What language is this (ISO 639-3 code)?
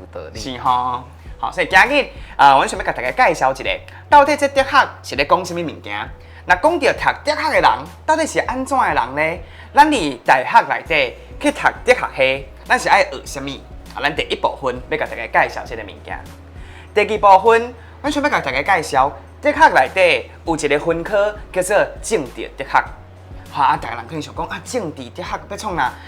nan